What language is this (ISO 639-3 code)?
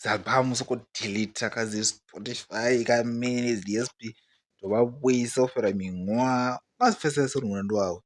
ven